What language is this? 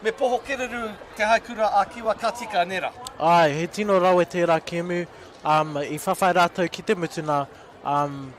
Māori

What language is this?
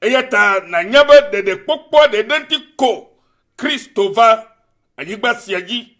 Ewe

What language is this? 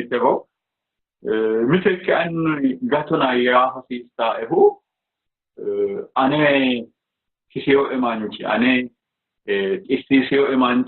Sidamo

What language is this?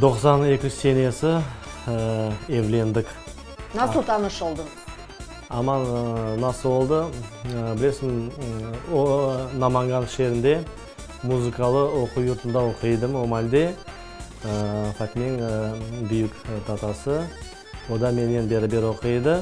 Crimean Tatar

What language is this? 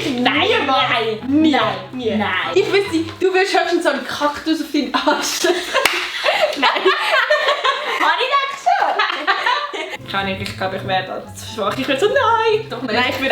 Swiss German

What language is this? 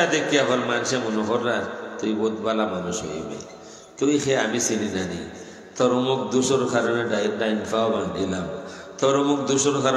Sylheti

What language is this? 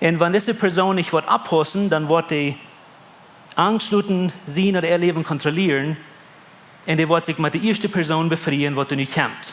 Plautdietsch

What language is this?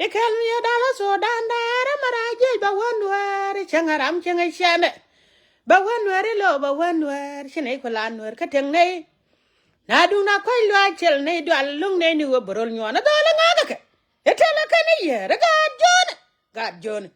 Nuer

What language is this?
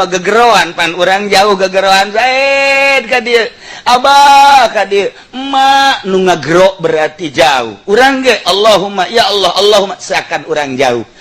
Sundanese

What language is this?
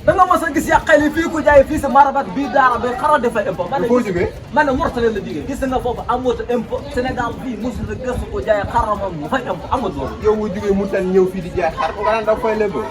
Wolof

